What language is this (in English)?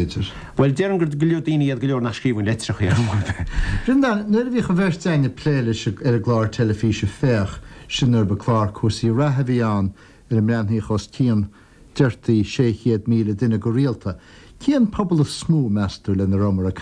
Irish